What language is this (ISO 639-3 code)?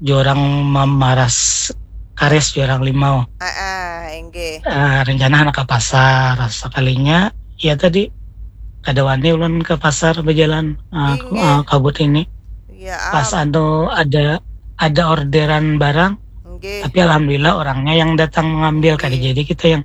bjn